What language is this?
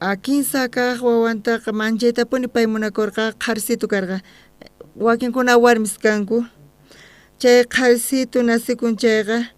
South Bolivian Quechua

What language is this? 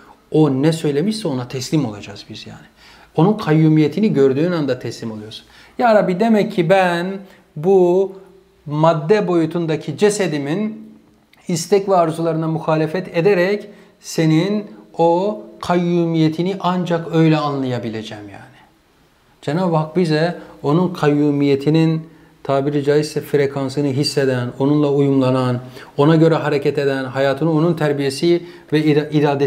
Turkish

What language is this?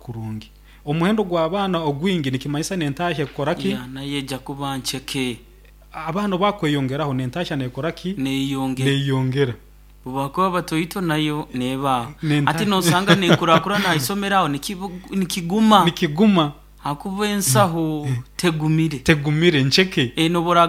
Nyoro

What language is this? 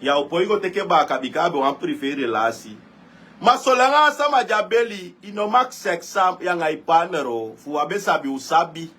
Sranan Tongo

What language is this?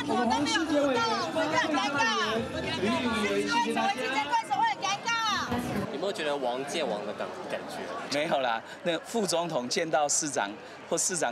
Chinese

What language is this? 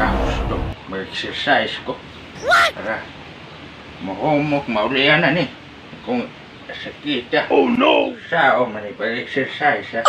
Cebuano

